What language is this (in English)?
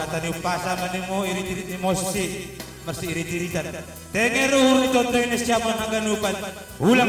Batak Simalungun